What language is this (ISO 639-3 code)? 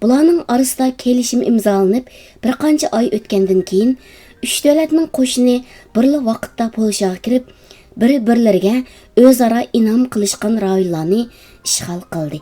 uig